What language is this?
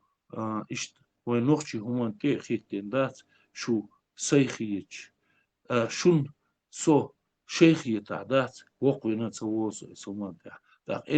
Chechen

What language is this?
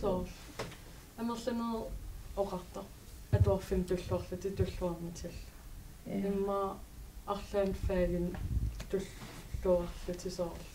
Kalaallisut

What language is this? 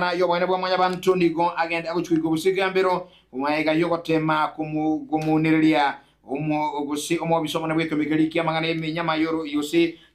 Gusii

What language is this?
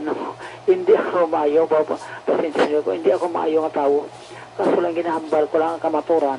Hiligaynon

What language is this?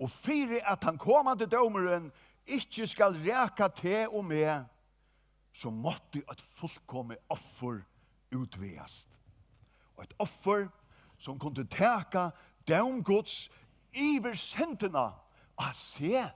Faroese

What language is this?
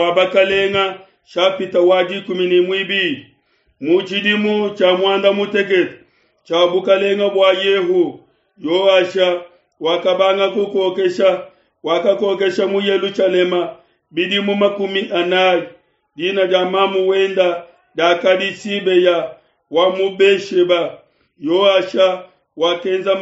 Luba-Lulua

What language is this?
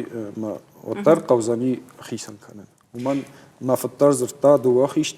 Ossetic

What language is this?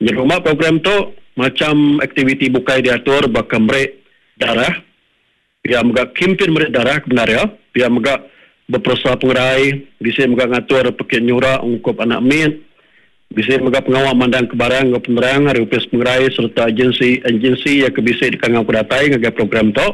Iban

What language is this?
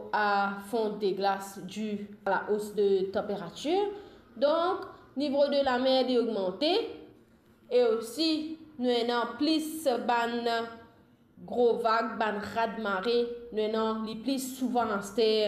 Morisyen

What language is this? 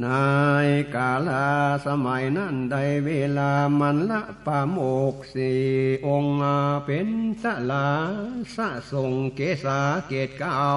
Northern Thai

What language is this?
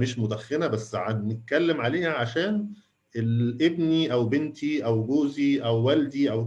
Egyptian Arabic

